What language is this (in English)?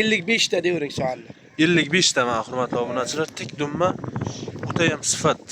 Uzbek